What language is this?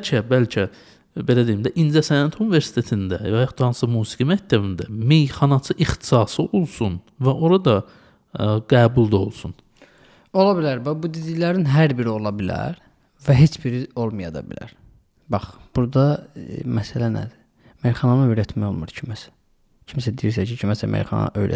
Azerbaijani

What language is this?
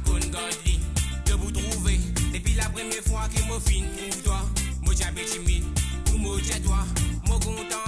Morisyen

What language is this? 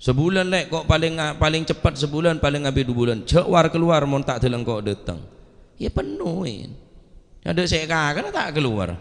Madurese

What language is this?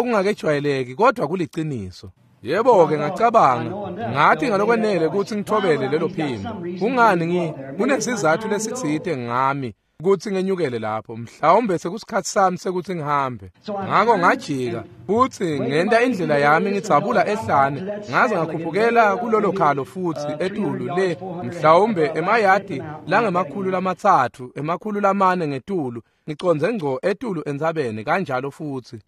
Swati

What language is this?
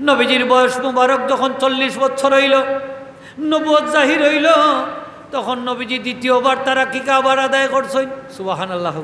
Sylheti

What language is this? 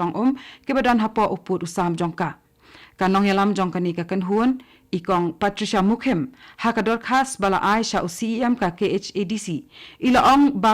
Khasi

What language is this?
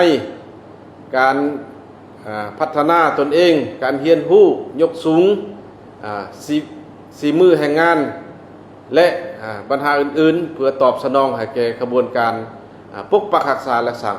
Lao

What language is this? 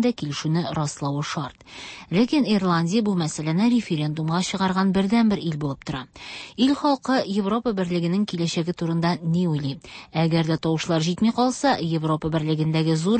Tatar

